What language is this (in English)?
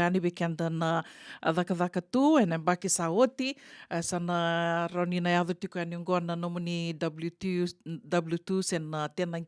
Fijian